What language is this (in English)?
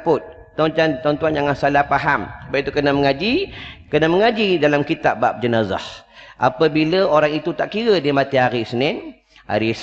Malay